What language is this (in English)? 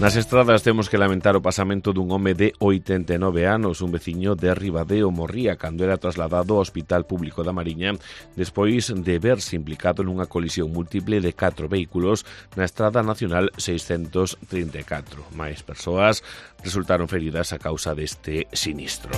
Galician